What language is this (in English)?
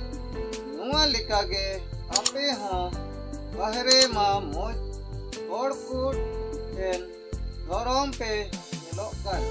Santali